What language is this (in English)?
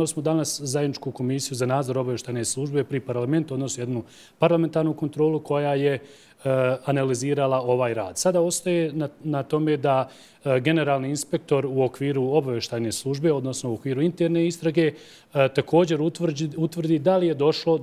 Croatian